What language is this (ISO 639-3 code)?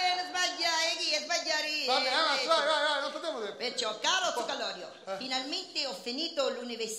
scn